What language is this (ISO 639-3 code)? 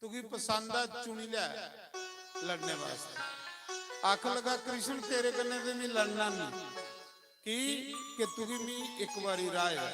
doi